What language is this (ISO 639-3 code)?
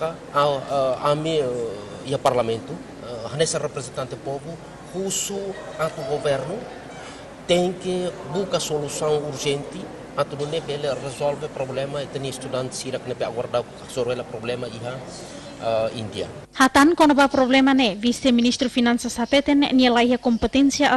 tet